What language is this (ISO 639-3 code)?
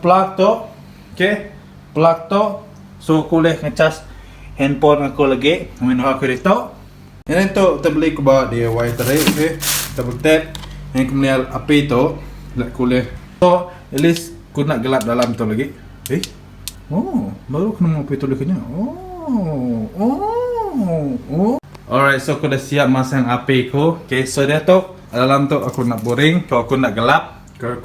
iba